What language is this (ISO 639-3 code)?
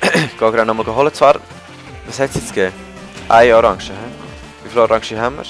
gsw